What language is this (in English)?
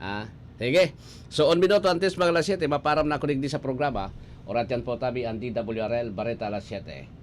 Bikol